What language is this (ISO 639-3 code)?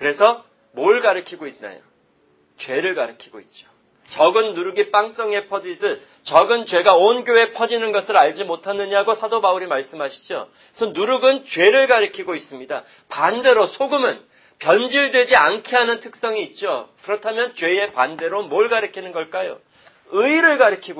kor